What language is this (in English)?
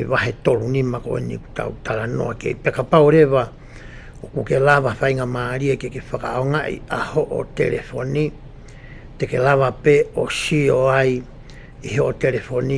Tongan